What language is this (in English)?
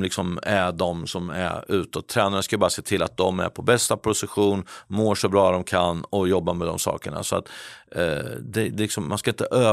Swedish